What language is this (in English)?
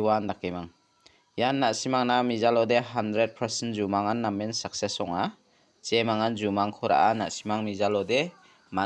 Garo